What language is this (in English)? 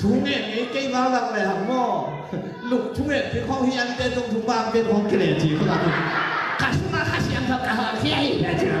Tedim Chin